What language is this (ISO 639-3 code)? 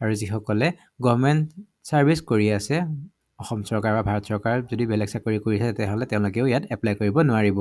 asm